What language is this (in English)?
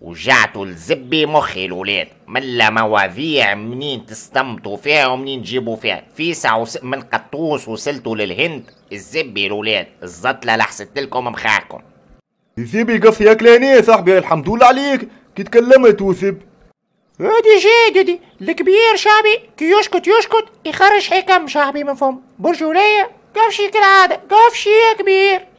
Tunisian Arabic